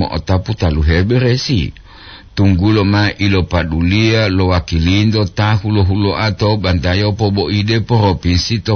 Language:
Gorontalo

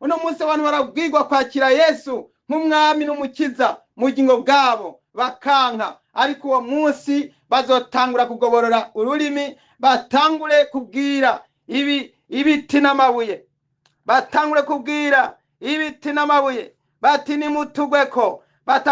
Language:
Rundi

